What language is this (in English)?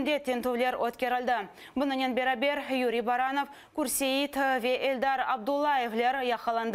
Crimean Tatar